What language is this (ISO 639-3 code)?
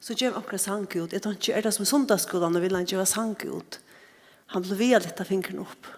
fao